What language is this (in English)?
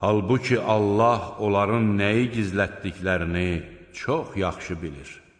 Azerbaijani